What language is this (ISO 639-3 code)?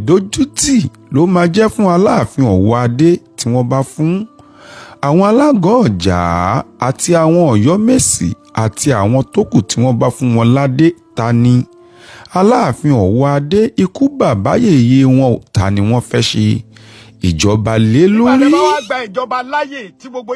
yor